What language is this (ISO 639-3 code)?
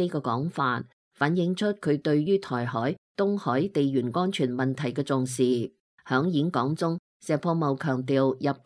yue